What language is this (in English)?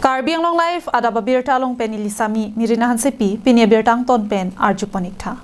Karbi